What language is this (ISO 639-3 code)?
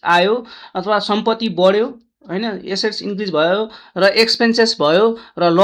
nep